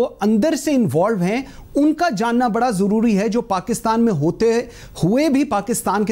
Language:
Urdu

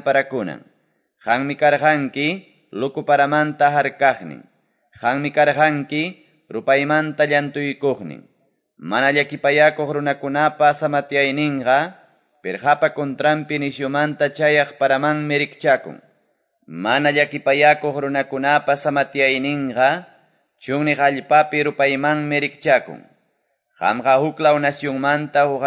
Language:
Quechua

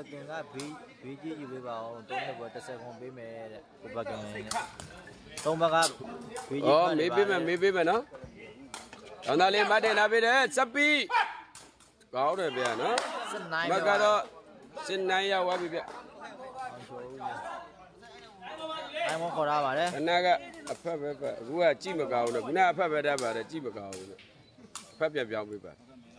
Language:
Burmese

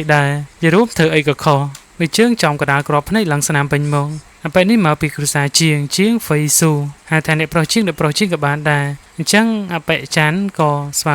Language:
Khmer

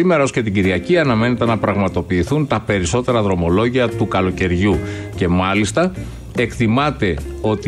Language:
Greek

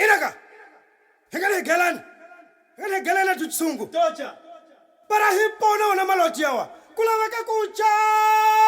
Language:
Chopi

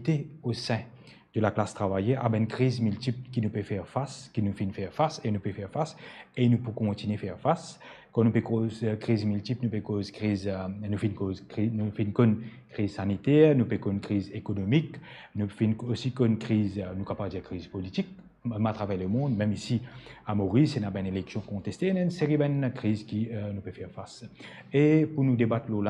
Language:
Morisyen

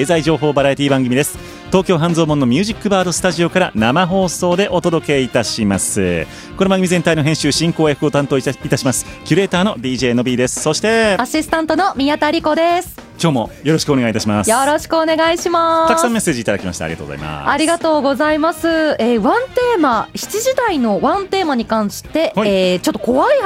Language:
Japanese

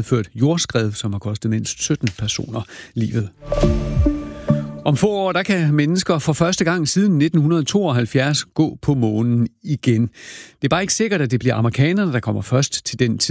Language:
Danish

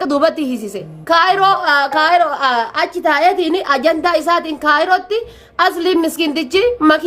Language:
Oromo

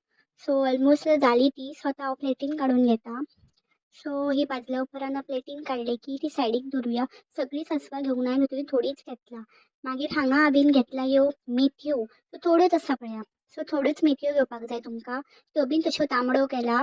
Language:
Konkani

